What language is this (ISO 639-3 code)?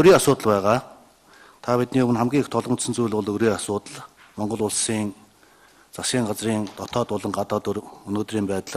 mon